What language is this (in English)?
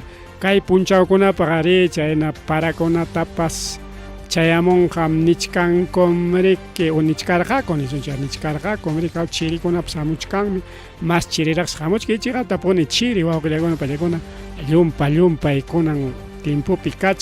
Ayacucho Quechua